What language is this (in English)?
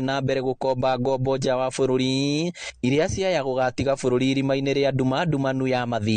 Kikuyu